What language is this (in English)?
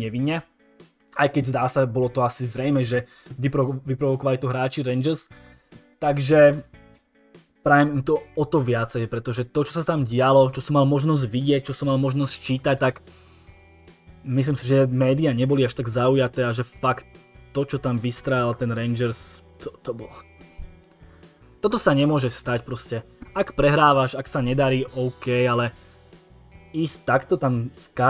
Slovak